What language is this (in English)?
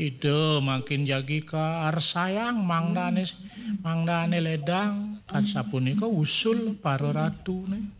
Balinese